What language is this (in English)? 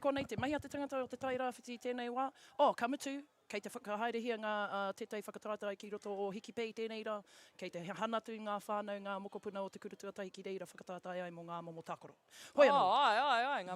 Māori